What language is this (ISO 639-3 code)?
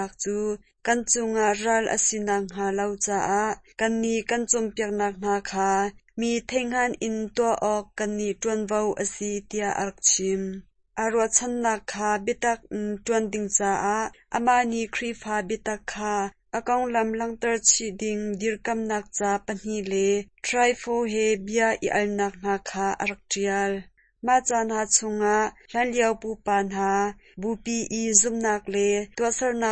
cnh